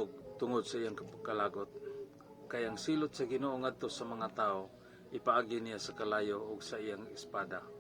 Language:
Cebuano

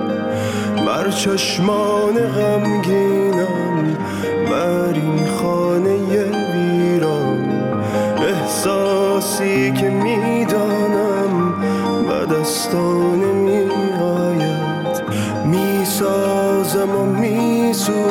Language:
Persian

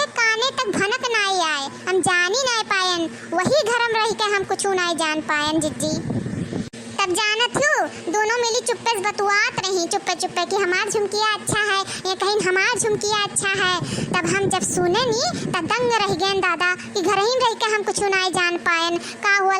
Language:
Awadhi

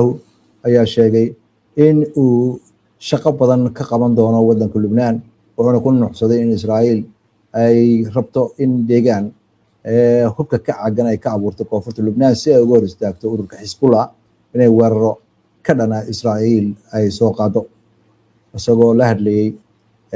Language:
Somali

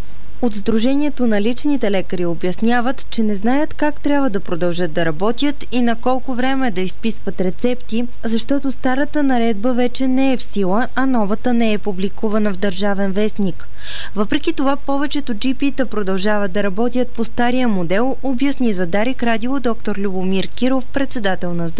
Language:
Bulgarian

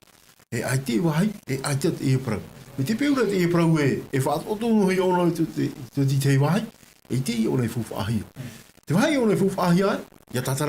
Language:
Tahitian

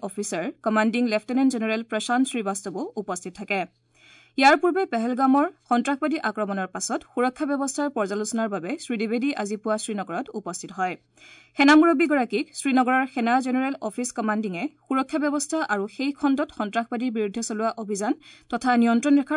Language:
Assamese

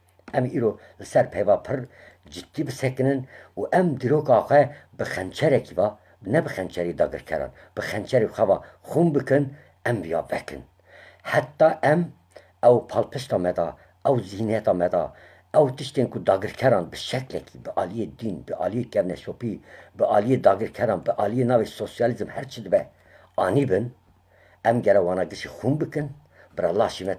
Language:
Kurdish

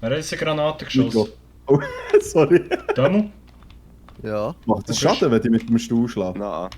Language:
Swiss German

